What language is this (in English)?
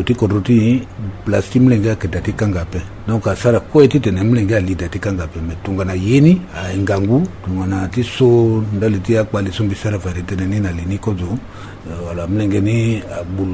Sango